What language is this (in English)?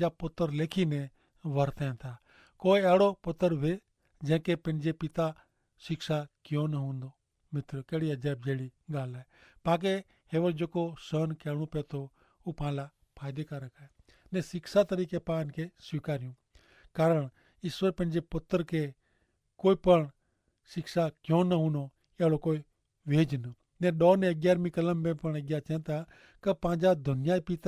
Kachhi